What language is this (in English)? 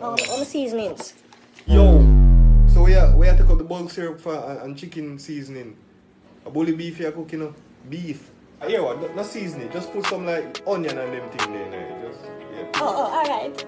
Jamaican Creole English